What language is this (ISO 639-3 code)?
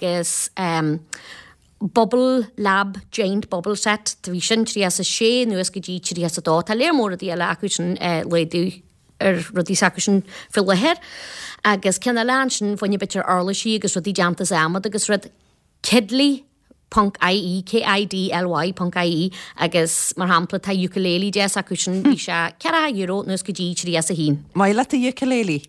gle